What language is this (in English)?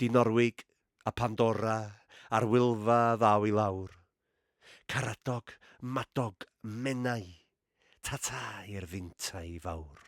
Welsh